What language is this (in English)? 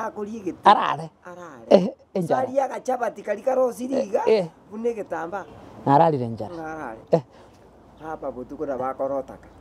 Gusii